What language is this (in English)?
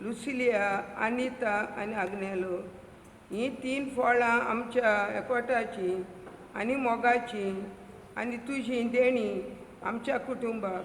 Konkani